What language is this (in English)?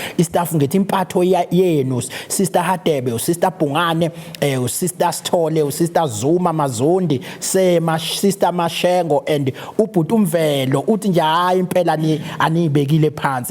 Zulu